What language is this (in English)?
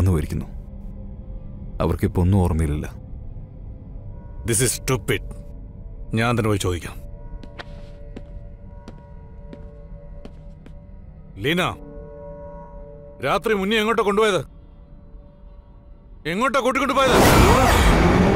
Malayalam